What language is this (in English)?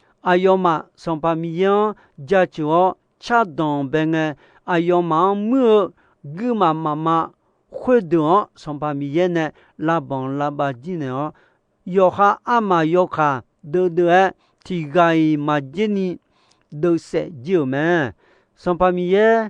Akha